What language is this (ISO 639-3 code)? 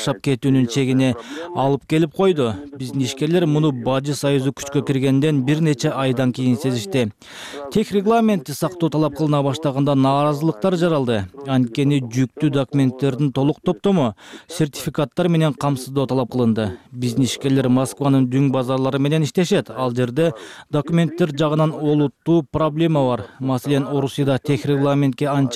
kir